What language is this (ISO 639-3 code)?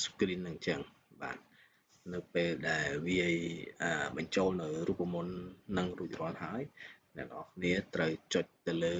khm